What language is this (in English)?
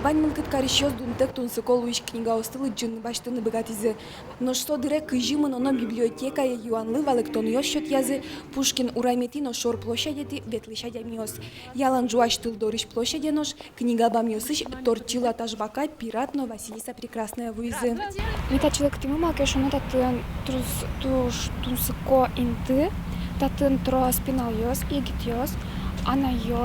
Udmurt